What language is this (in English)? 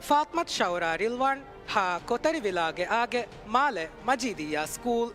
Divehi